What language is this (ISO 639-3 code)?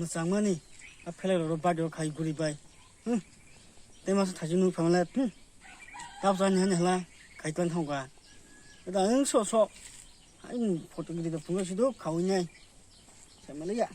trp